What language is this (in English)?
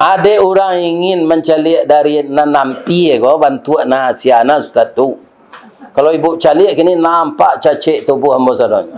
Minangkabau